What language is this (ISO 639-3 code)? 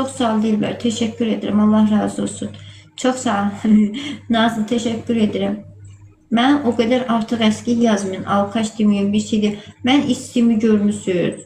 aze